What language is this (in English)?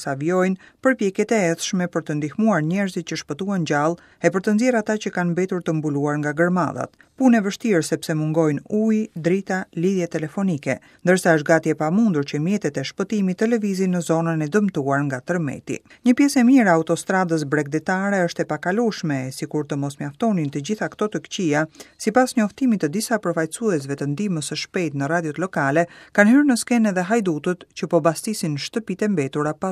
Albanian